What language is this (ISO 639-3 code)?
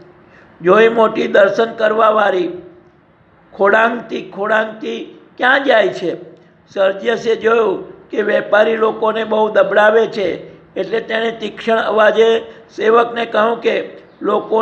guj